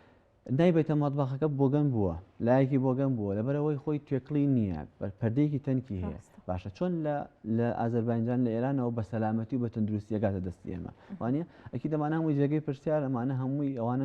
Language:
Central Kurdish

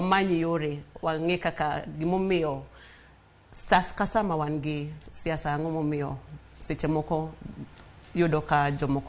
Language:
Luo (Kenya and Tanzania)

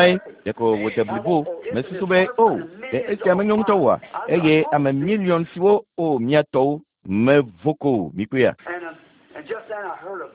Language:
Ewe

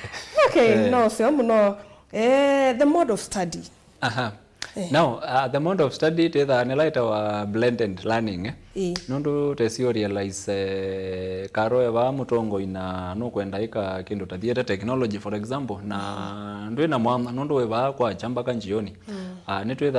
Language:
Kamba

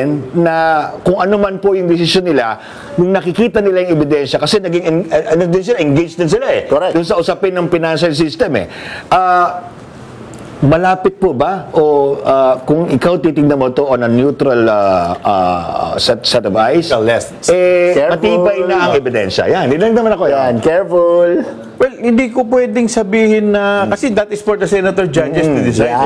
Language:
Filipino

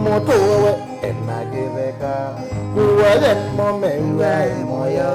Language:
Kamba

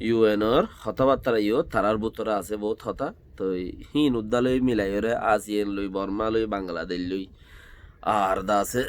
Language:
Rohingya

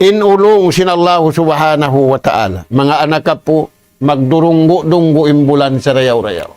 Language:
Tausug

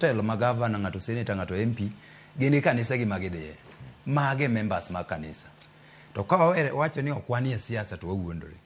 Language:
Luo (Kenya and Tanzania)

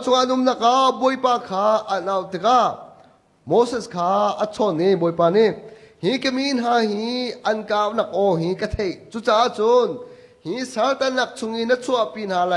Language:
Hakha Chin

